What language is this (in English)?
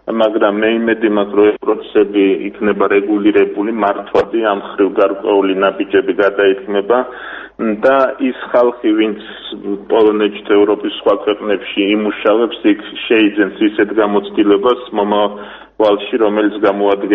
Georgian